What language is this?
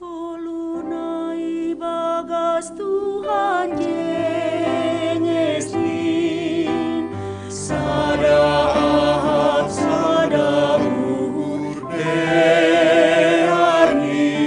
Batak Simalungun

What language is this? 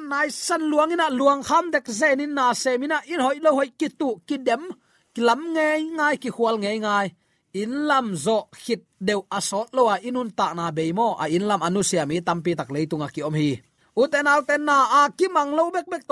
Tedim Chin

